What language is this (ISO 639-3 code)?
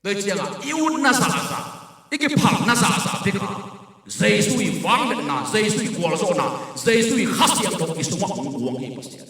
ctd